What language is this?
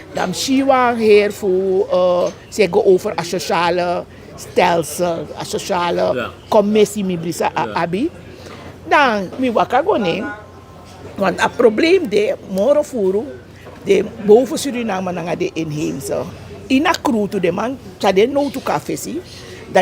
Sranan Tongo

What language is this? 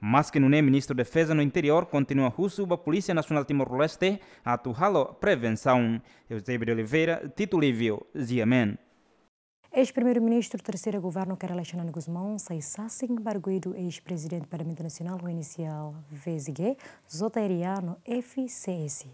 Tetum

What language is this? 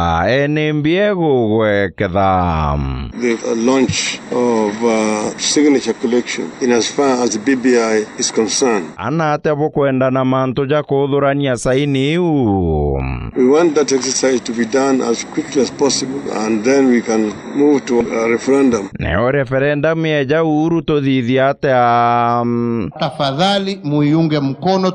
Meru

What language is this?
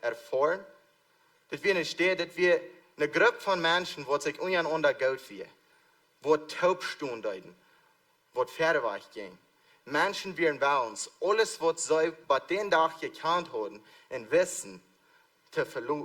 Plautdietsch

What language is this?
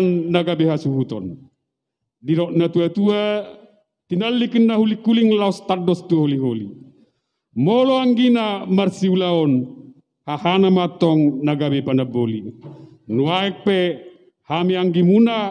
Batak Toba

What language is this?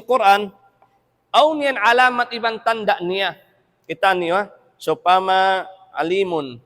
Tausug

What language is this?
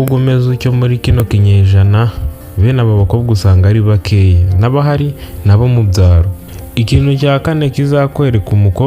Kinyarwanda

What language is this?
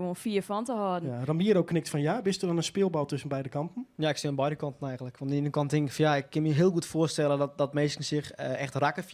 Western Frisian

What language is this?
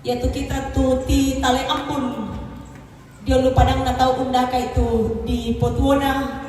Toraja-Sa'dan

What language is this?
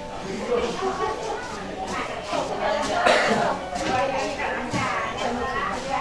Indonesian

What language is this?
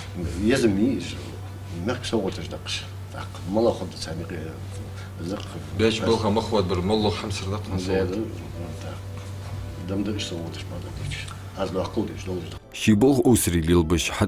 Ingush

